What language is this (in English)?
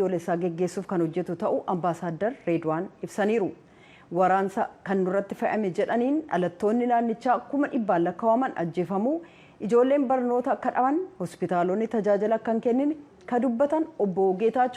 Oromo